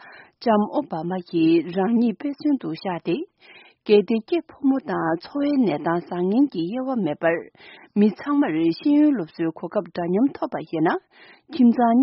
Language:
Tibetan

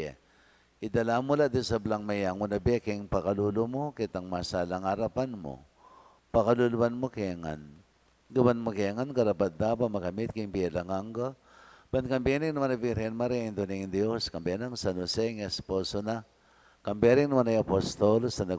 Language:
Pampanga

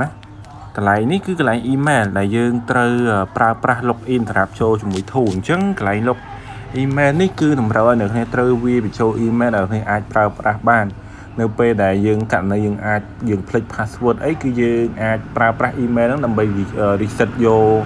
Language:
Khmer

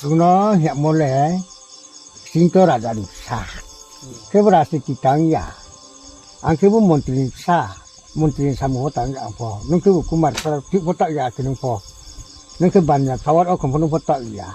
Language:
Riang (India)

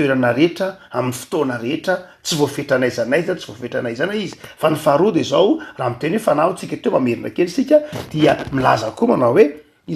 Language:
Malagasy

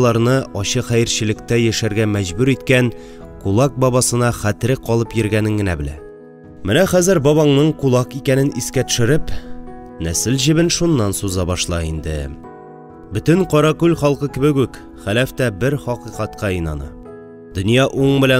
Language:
Tatar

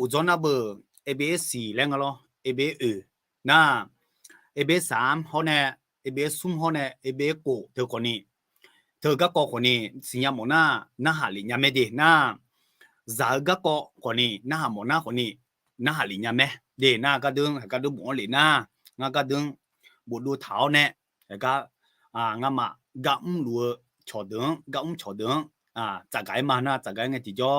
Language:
Akha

